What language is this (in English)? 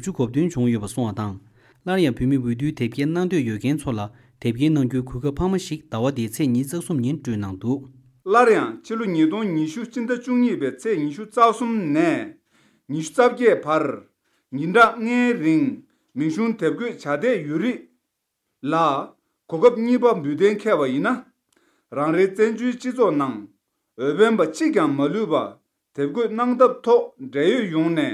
Tibetan